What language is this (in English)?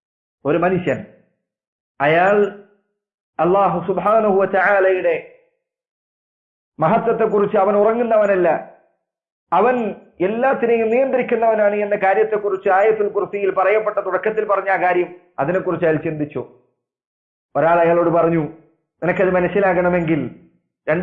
Malayalam